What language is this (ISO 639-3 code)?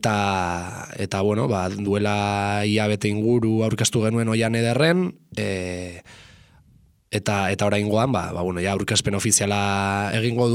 eus